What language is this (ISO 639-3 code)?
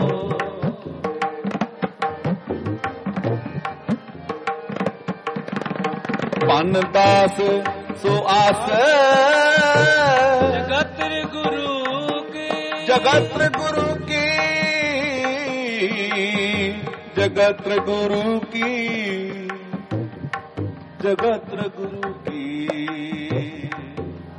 pan